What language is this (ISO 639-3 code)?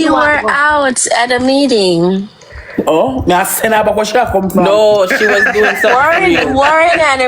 jam